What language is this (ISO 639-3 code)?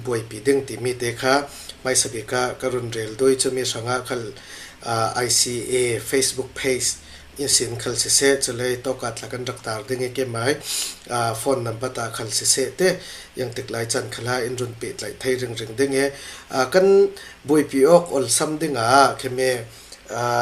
cfm